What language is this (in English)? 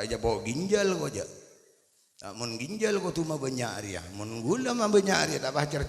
Madurese